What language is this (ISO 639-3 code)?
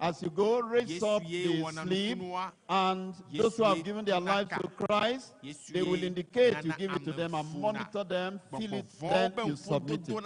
ewe